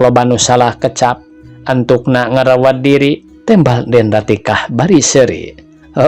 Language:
Sundanese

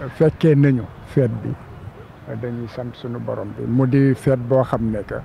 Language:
Wolof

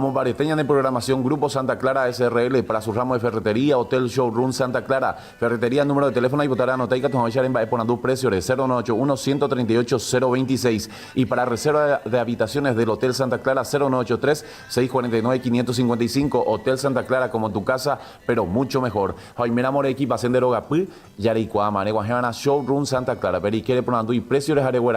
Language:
Guarani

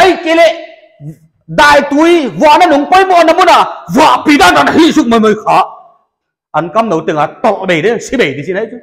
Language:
Paite Chin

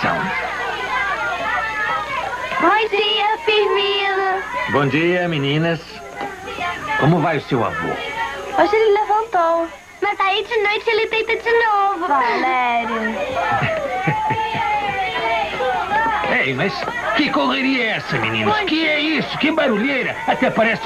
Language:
Portuguese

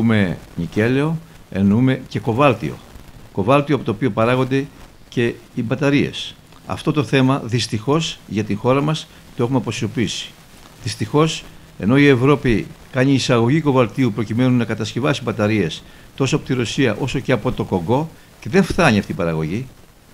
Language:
Greek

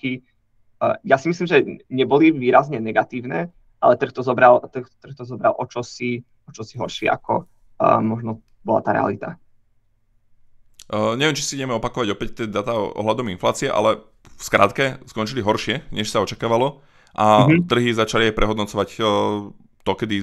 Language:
Slovak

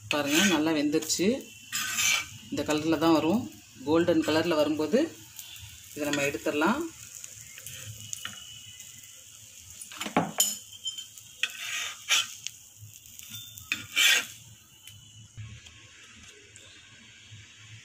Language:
Tamil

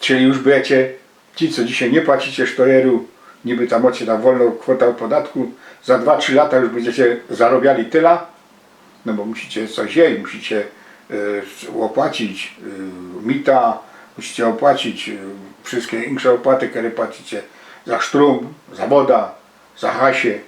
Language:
Silesian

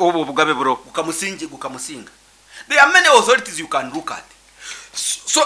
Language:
Nyankole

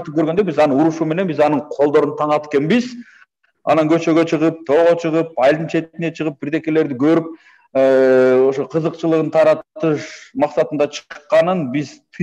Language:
Kyrgyz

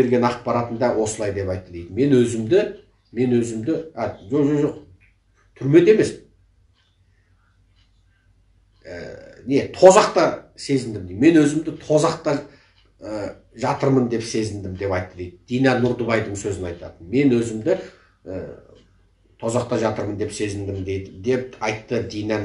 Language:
Kazakh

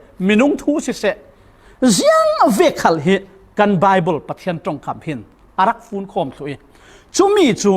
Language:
Falam Chin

